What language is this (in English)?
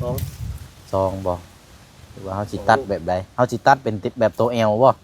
Lao